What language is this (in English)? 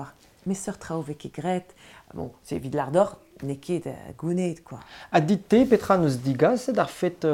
Breton